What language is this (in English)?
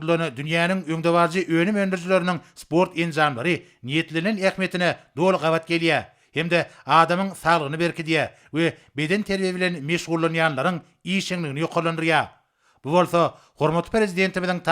Turkmen